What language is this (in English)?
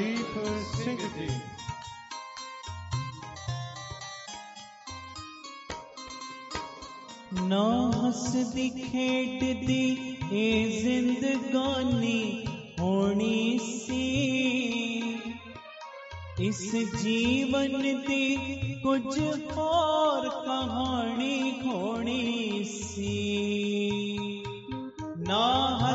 Punjabi